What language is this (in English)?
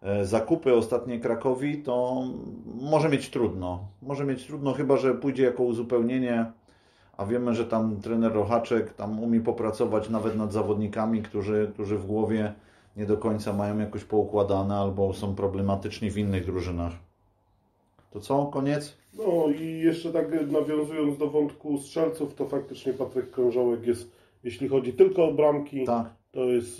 Polish